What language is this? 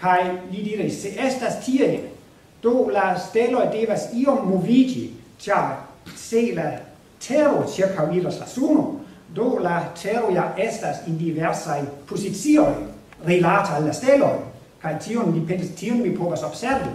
Esperanto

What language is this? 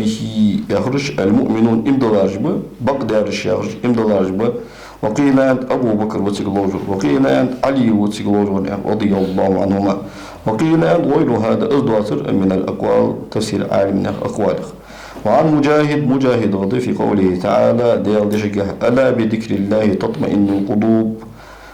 Ingush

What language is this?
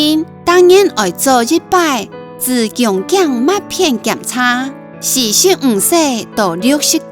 Hakka Chinese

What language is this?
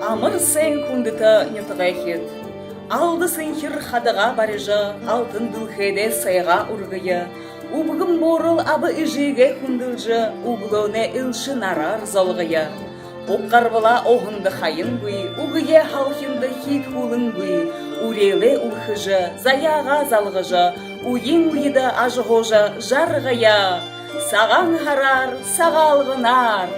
Buriat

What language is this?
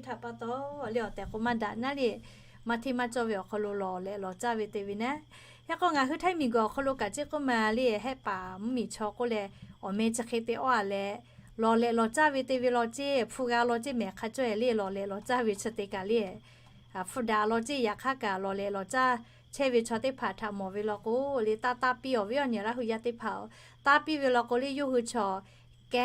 Lahu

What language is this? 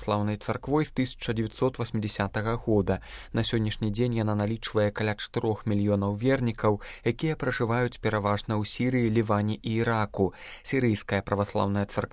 Belarusian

